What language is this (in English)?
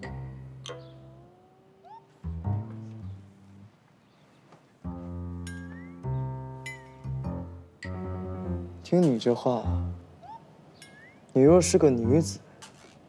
Chinese